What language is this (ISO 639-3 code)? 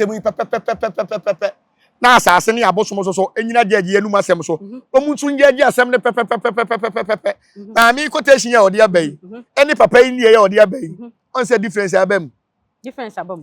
aka